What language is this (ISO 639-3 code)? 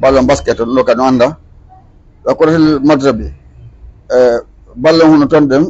ful